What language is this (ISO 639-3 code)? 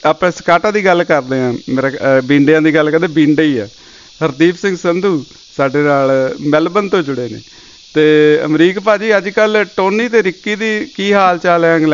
pan